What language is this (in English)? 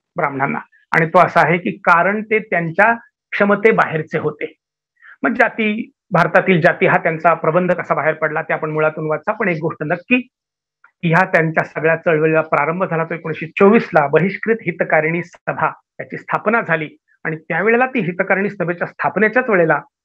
Marathi